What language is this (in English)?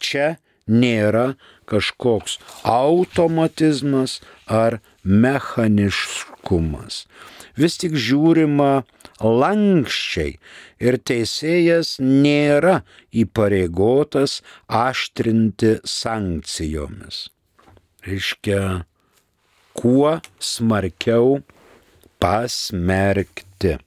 Lithuanian